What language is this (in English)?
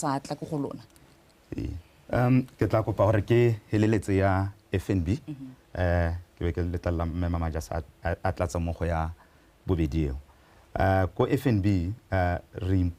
Tswana